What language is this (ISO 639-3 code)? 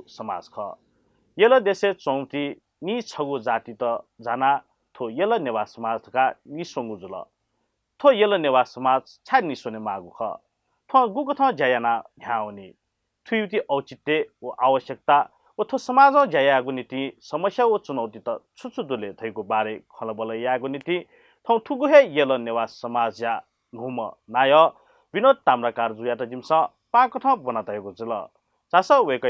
new